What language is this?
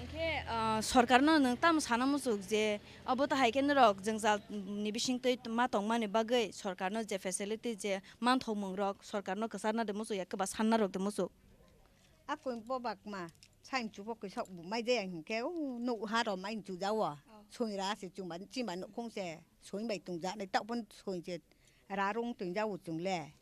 Kok Borok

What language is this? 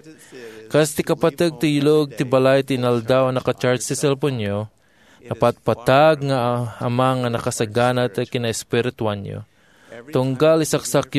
Iloko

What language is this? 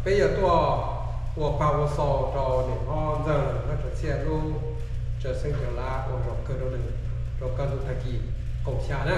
Hmong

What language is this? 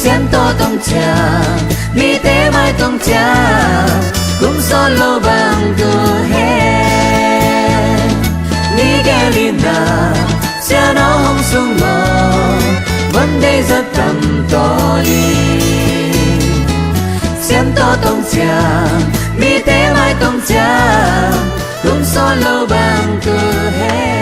Tedim Chin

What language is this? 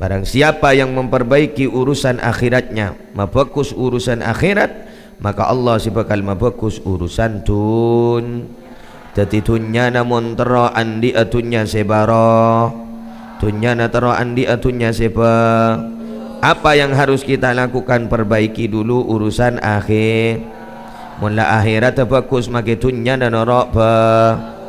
Madurese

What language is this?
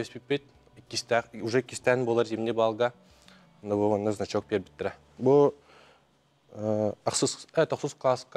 Yakut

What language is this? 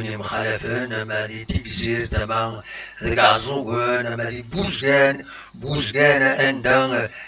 Kabyle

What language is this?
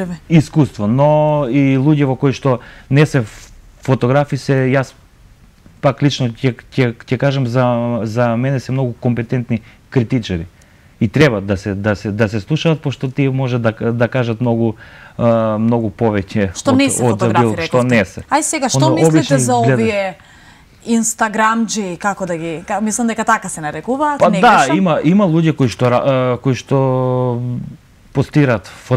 Macedonian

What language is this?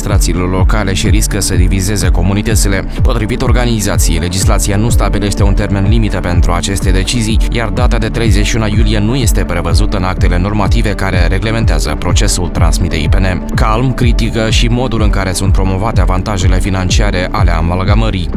Romanian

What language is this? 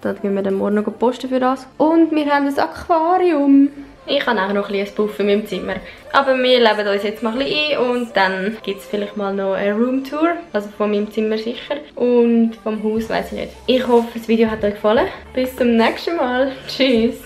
Swiss German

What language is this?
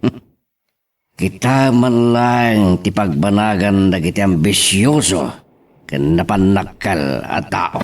Iloko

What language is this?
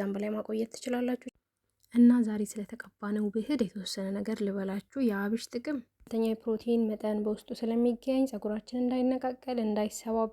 Amharic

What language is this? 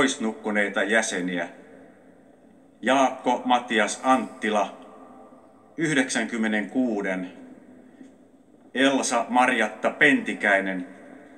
Finnish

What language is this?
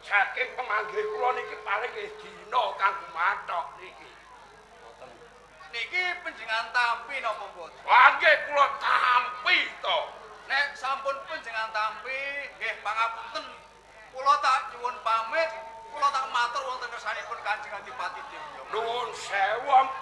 Javanese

